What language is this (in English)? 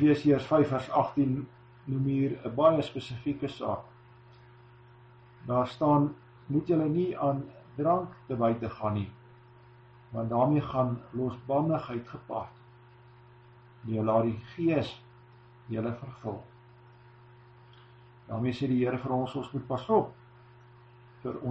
Afrikaans